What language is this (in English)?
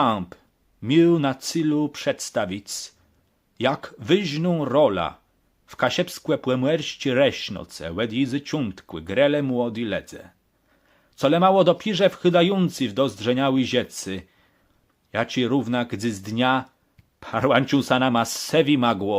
Kashubian